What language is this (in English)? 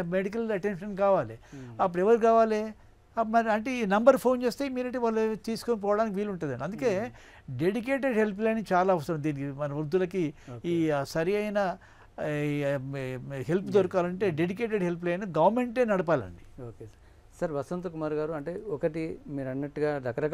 Telugu